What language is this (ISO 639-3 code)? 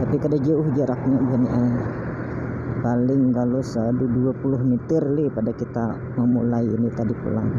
bjn